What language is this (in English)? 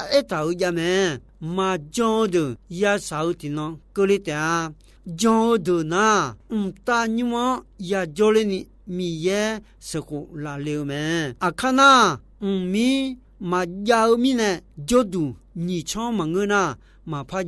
Akha